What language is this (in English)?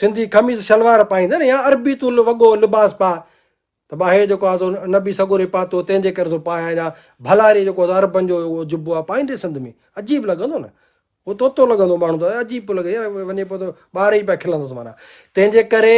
Sindhi